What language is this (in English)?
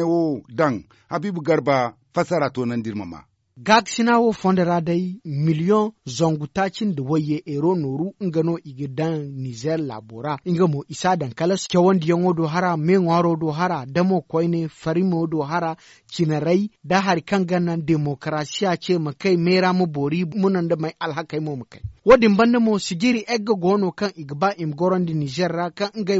Zarma